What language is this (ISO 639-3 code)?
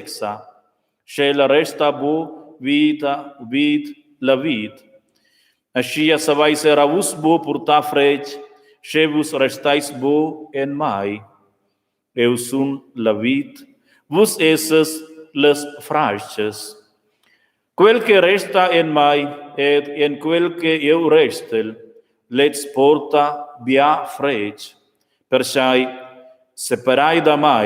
roh